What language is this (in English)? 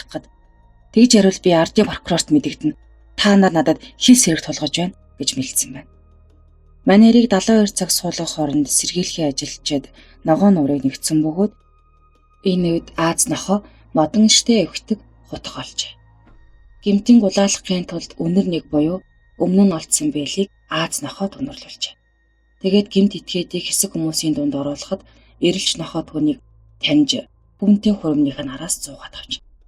Mongolian